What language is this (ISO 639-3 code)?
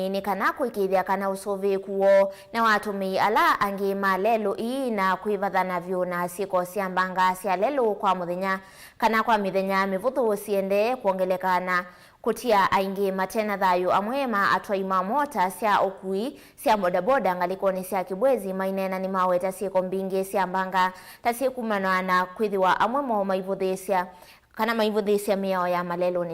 kam